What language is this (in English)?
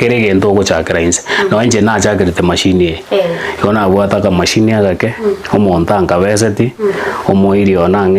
Gusii